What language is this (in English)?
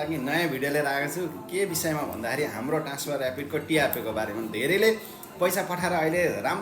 Nepali